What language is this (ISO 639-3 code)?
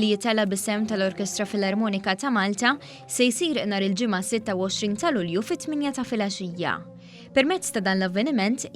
mlt